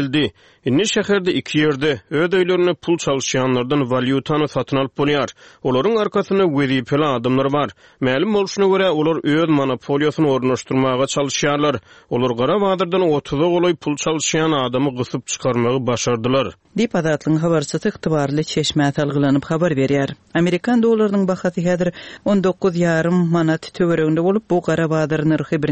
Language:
Turkmen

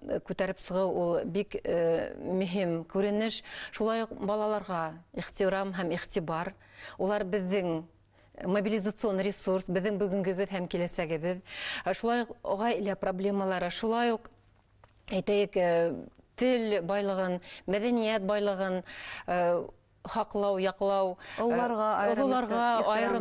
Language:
Bashkir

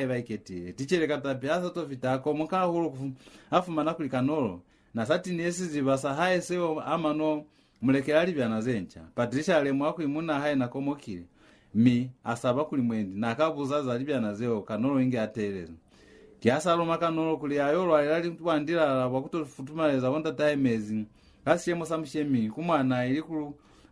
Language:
Lozi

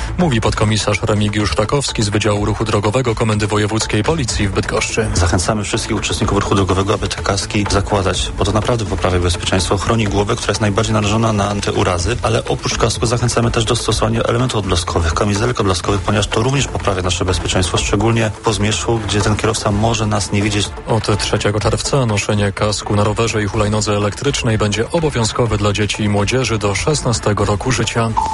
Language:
Polish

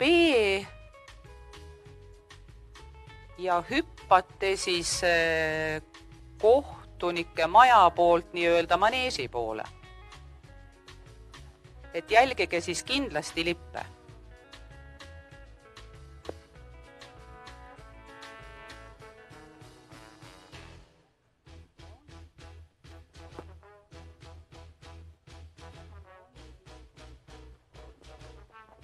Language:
Estonian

